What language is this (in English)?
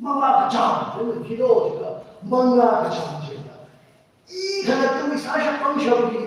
Tangkhul Naga (India)